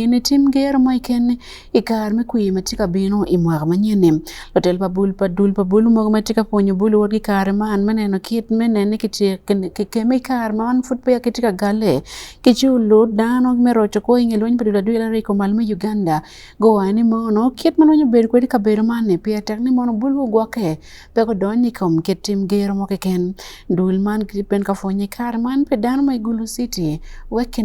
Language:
Acoli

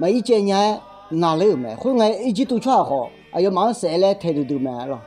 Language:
Akha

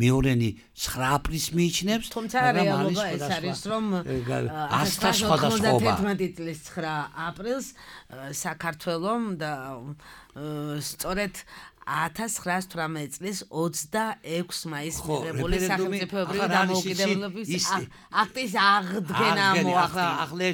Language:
Georgian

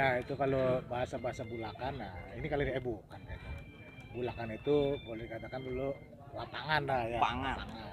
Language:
Betawi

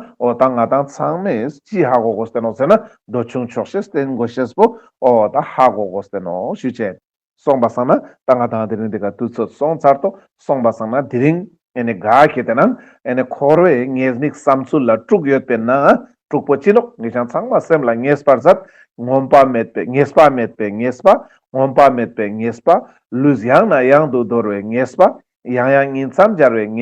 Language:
Ladakhi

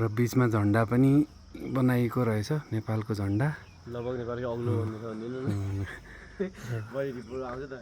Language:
Nepali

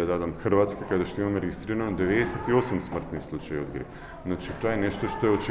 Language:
Macedonian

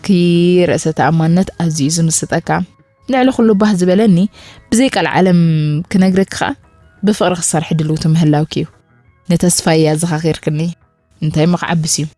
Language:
Tigrinya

